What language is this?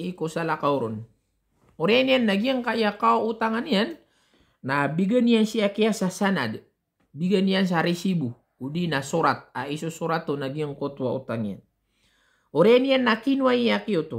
Maranao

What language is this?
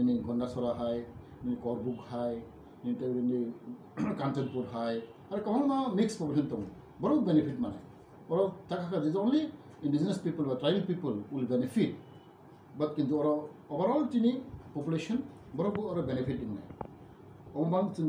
Kok Borok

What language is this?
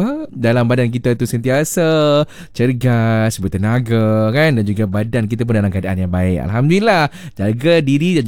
Malay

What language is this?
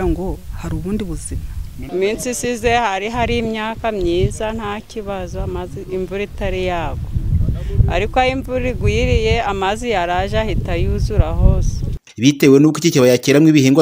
Kinyarwanda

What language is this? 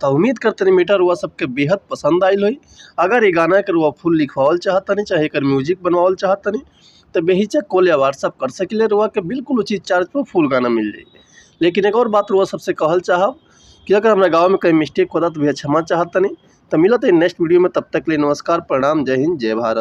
Bhojpuri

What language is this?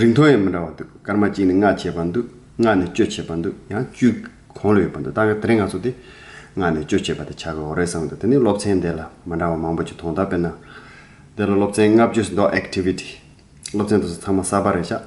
Tibetan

